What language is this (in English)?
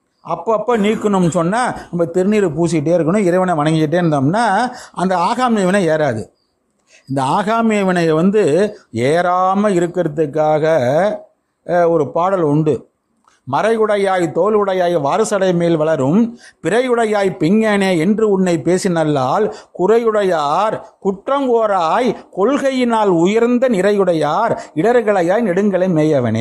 Tamil